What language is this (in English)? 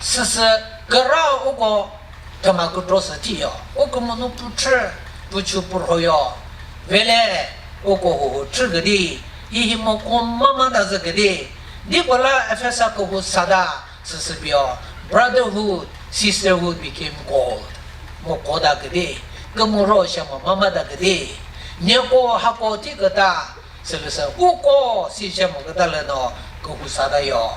Chokri Naga